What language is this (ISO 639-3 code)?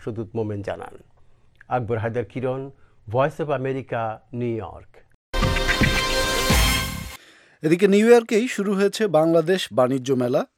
ben